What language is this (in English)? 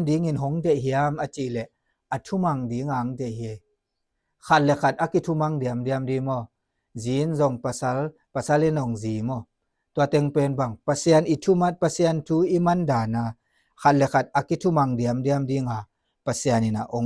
Tedim Chin